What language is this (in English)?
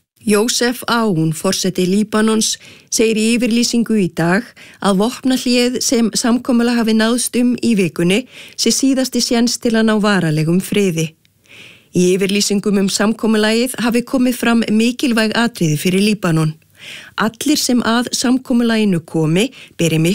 Icelandic